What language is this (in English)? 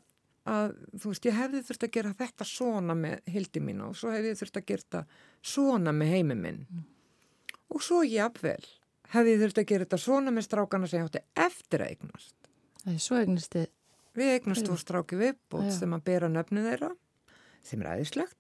Icelandic